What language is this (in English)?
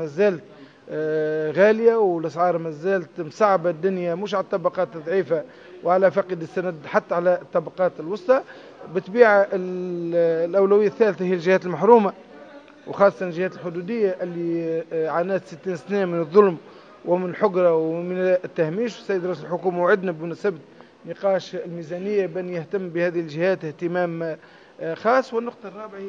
Tunisian Arabic